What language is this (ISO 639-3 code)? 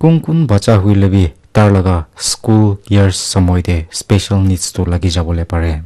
nag